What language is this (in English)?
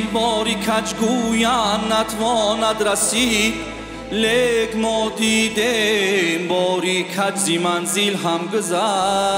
Tajik